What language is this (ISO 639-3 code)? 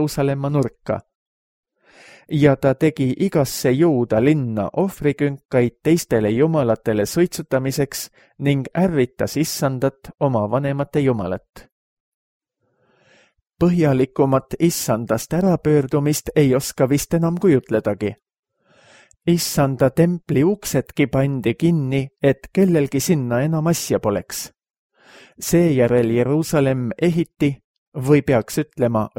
est